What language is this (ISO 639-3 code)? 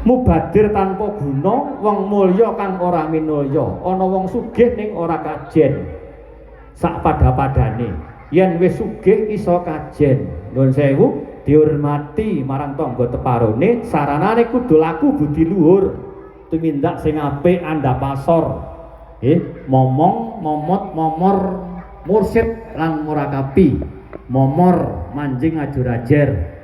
jav